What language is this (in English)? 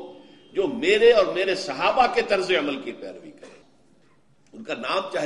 Urdu